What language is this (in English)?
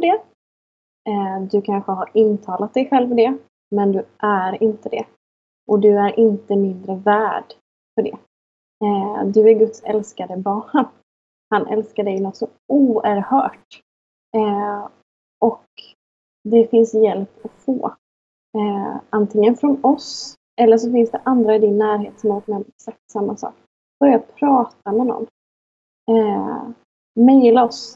Swedish